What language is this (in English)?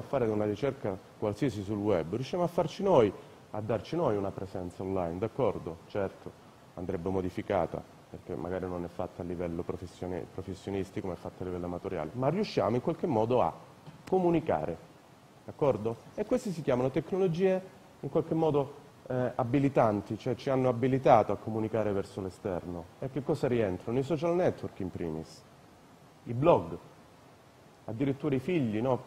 Italian